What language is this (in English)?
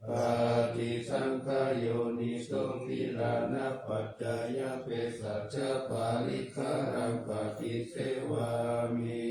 Pali